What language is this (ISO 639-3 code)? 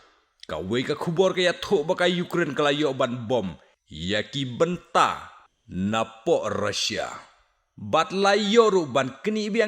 kha